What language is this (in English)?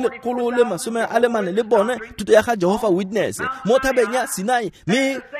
Tswana